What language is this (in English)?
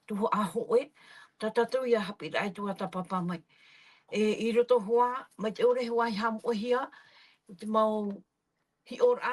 Tahitian